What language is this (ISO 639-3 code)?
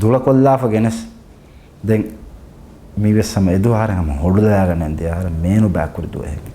div